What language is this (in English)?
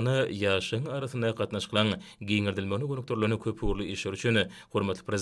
Turkmen